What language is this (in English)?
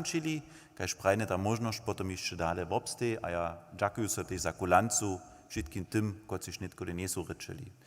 Upper Sorbian